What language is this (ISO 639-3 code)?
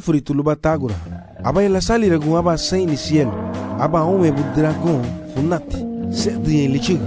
cab